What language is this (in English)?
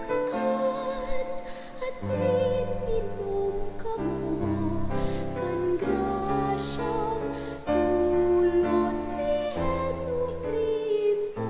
Bikol